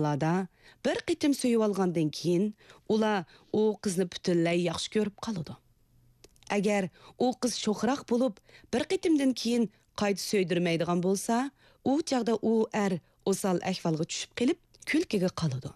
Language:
Uyghur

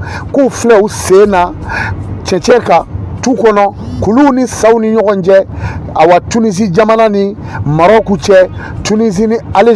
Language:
Bambara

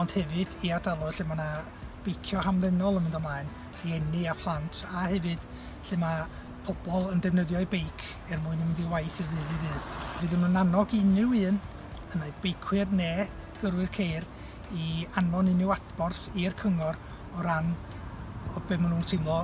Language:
Welsh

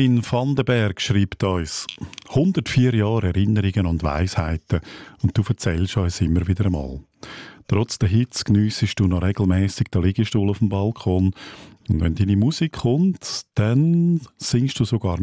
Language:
German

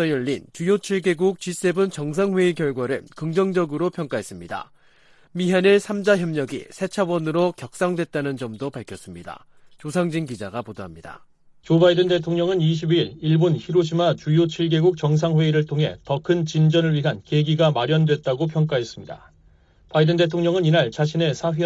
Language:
Korean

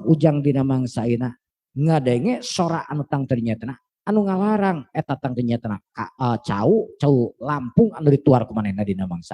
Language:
Sundanese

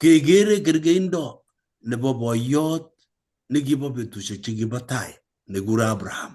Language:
Kalenjin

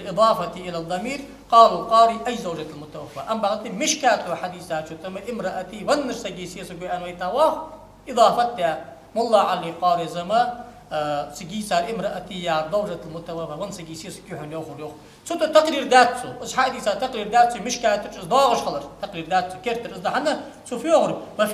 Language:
Ingush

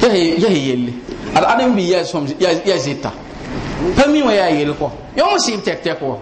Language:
Mossi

